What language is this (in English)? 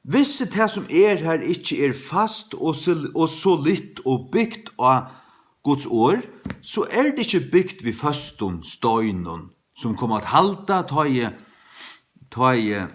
Faroese